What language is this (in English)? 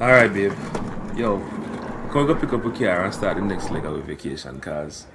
Jamaican Creole English